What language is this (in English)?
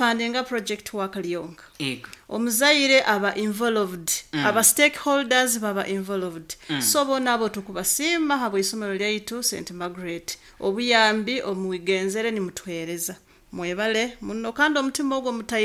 Nyankole